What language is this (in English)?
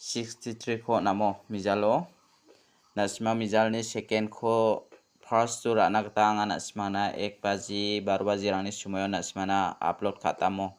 Garo